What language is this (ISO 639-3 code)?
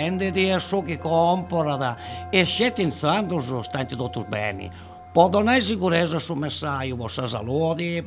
srd